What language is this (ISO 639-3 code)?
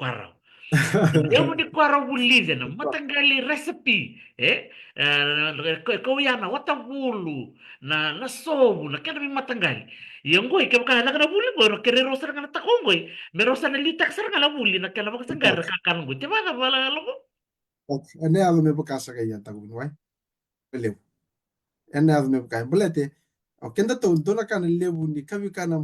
fij